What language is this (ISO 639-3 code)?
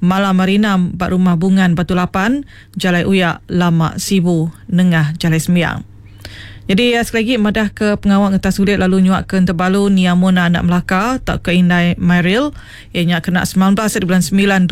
iba